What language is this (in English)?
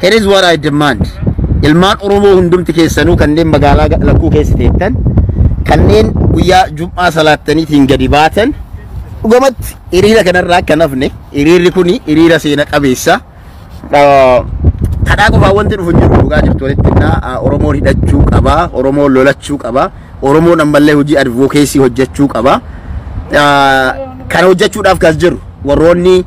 Oromo